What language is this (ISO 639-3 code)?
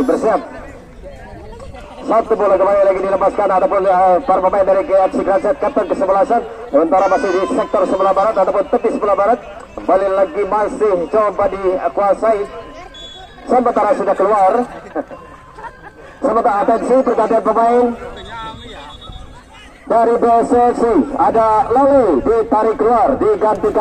ind